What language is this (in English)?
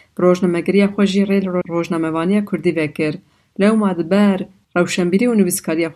Kurdish